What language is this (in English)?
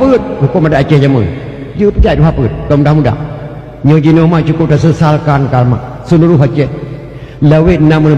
Achinese